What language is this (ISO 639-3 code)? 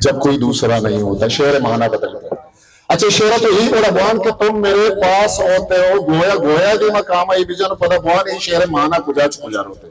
bal